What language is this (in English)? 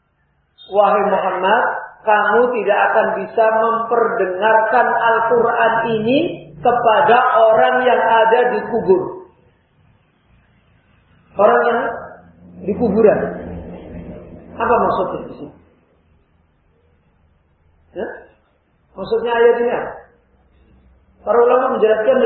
Indonesian